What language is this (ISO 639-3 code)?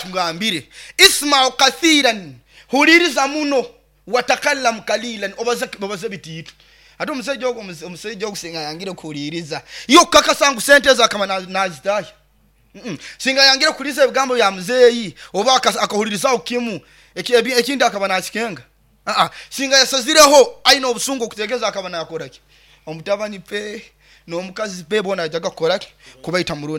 nyo